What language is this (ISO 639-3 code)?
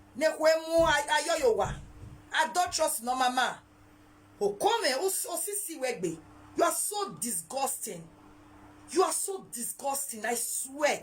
pcm